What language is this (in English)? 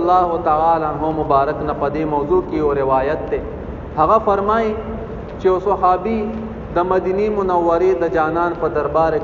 Pashto